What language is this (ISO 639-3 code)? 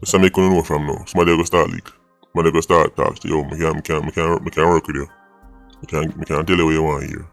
jam